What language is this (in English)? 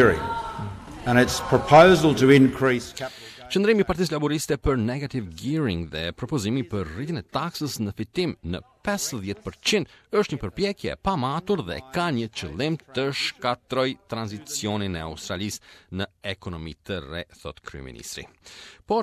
Albanian